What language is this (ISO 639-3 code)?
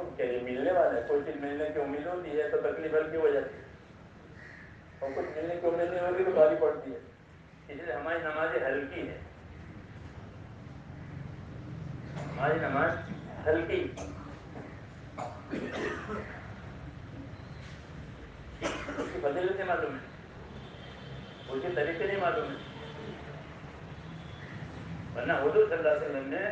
urd